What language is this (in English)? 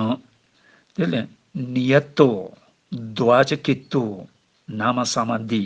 Tibetan